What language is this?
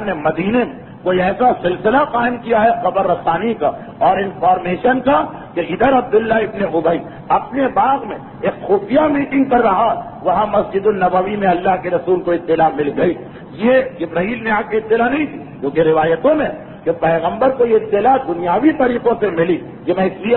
Urdu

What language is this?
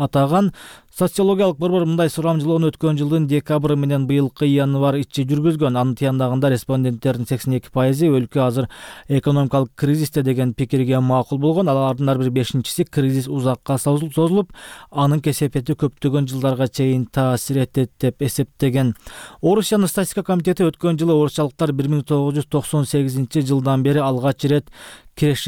Kyrgyz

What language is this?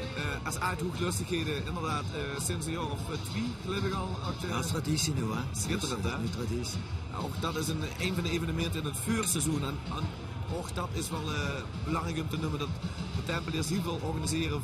Limburgish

